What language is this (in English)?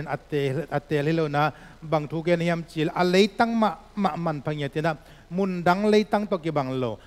Tedim Chin